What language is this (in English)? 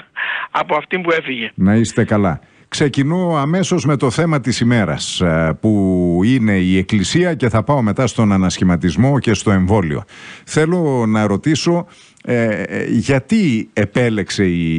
Greek